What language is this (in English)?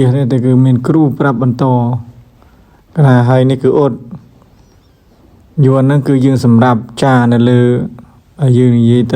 Khmer